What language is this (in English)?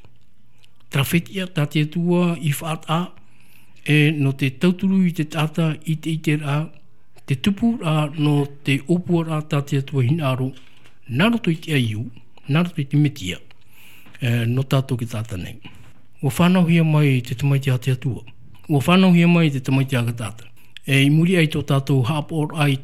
Tahitian